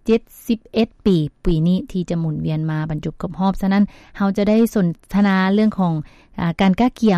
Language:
Lao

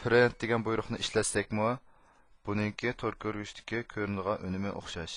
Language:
Uyghur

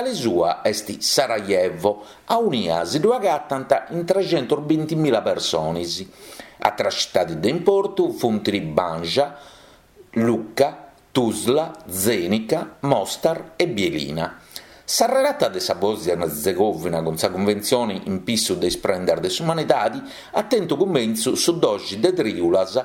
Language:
Sardinian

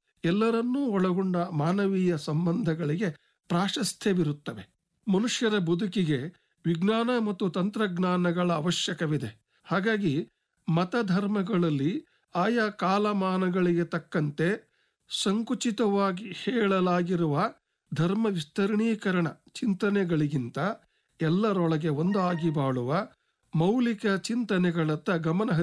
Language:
Kannada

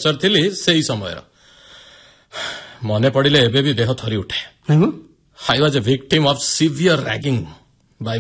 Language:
Odia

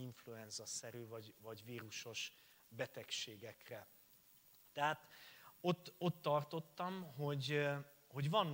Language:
Hungarian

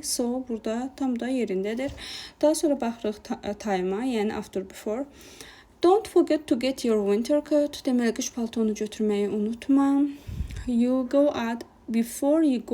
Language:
Azerbaijani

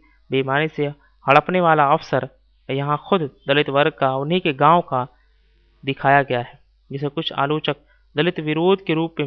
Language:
Hindi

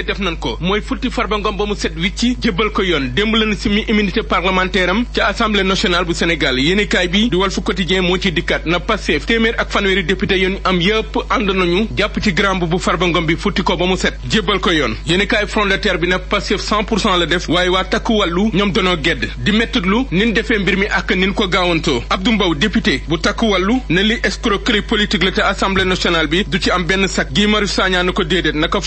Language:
Wolof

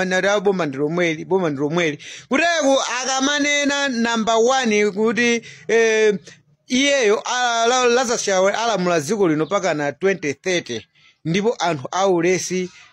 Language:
Nyanja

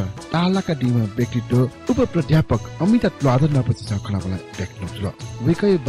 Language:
Newari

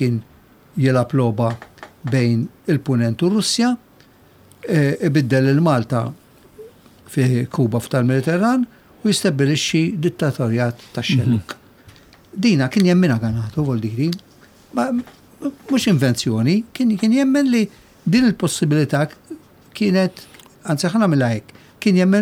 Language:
Maltese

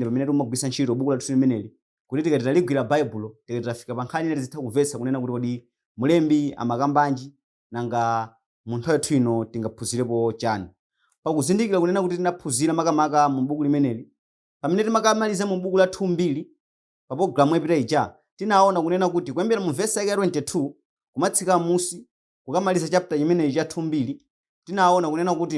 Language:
Nyanja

